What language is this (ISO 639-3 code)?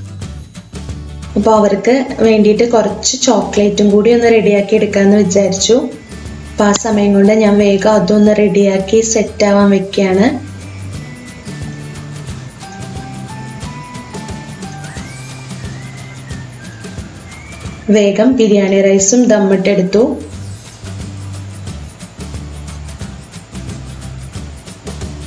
mal